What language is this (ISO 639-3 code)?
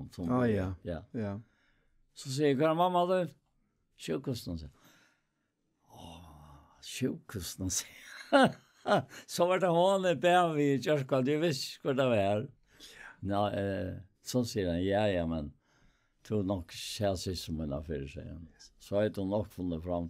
fao